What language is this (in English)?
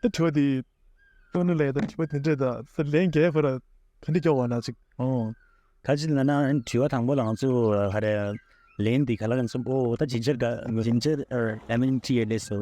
Tibetan